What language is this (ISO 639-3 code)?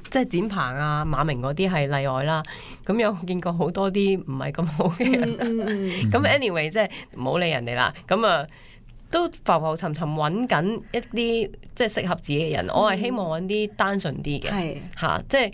yue